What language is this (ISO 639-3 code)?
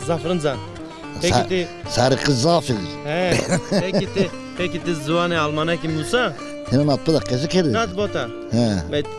zza